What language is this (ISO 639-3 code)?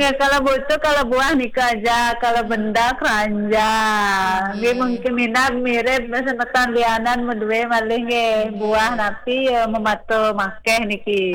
ban